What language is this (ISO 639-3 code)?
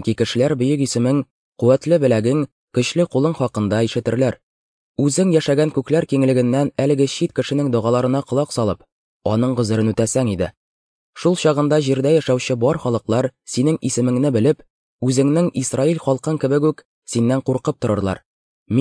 tat